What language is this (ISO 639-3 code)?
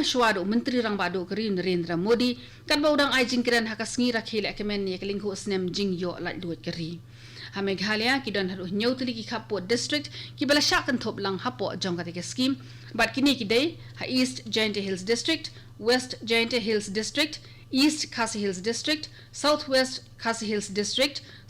kha